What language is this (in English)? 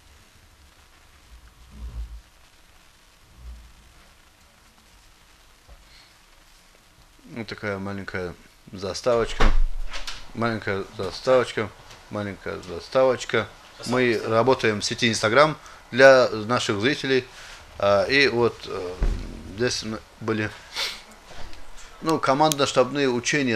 Russian